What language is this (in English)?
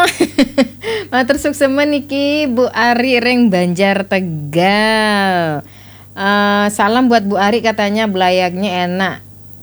Balinese